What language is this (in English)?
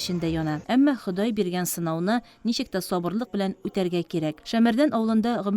Tatar